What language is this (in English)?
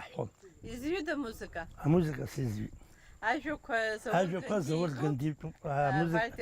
Abkhazian